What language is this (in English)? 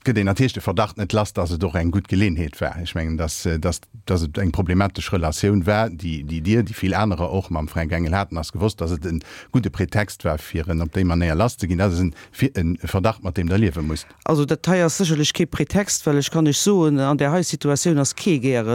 Luxembourgish